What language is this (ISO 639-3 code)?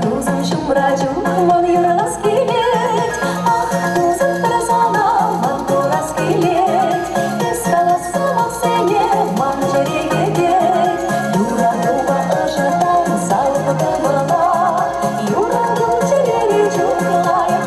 chv